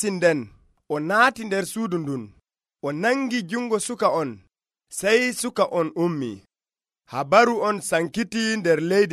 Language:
Nigerian Fulfulde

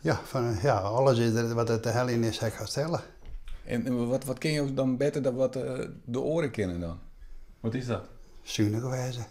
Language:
Western Frisian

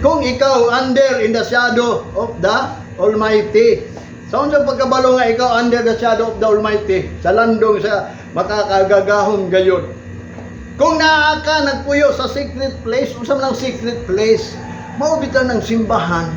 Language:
Cebuano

